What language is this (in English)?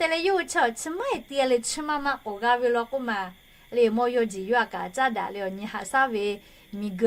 Lahu